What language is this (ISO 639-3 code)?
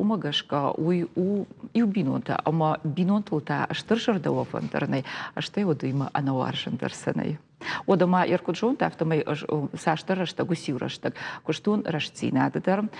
oss